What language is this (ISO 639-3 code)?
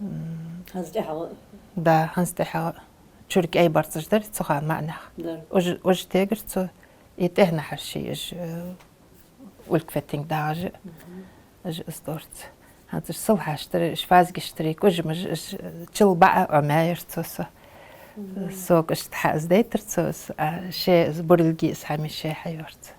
inh